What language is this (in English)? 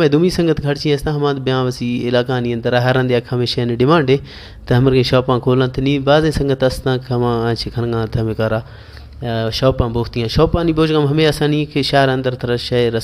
Baluchi